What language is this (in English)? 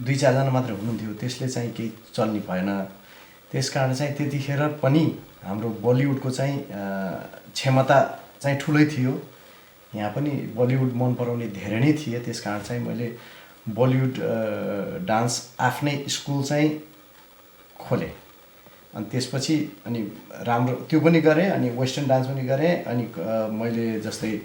Nepali